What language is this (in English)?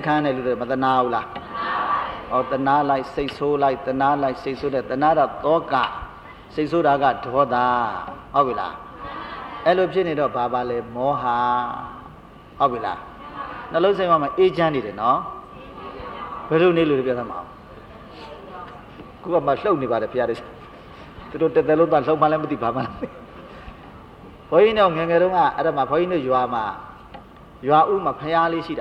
Burmese